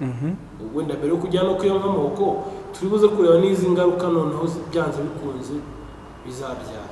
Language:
Kinyarwanda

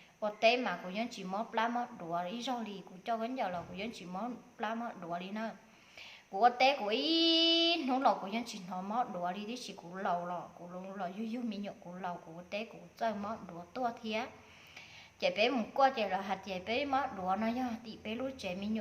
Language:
Hmong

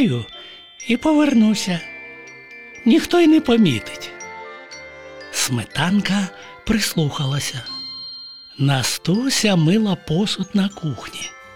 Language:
Ukrainian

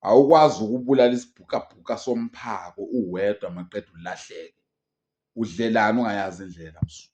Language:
Zulu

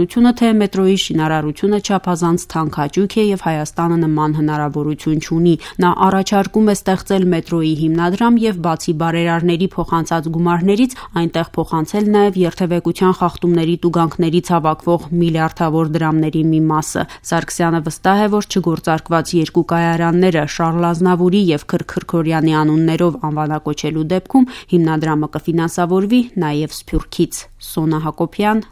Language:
Armenian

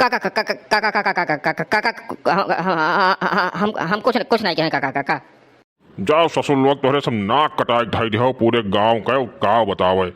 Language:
Awadhi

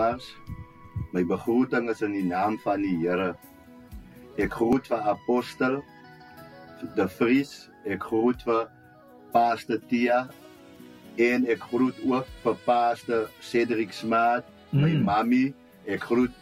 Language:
Afrikaans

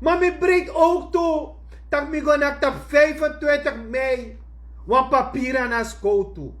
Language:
Sranan Tongo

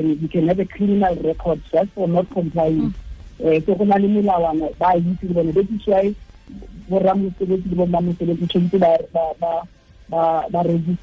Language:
Tswana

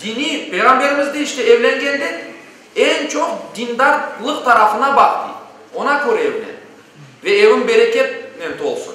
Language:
Crimean Tatar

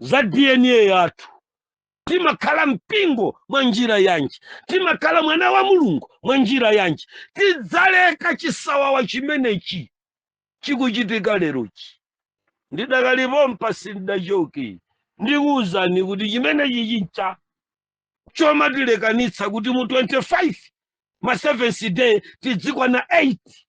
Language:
Nyanja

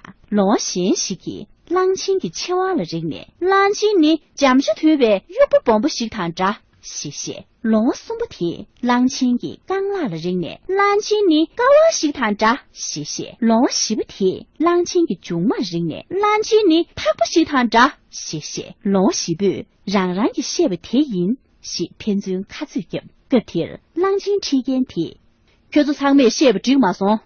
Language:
Tibetan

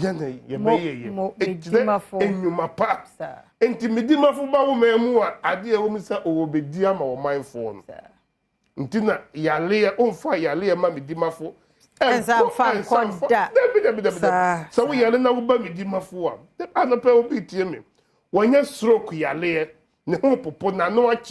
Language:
Akan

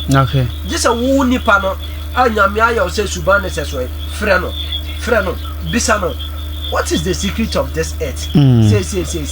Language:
Akan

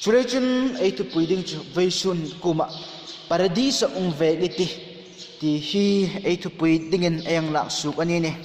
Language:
Hmar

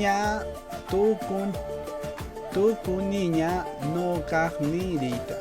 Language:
Quechua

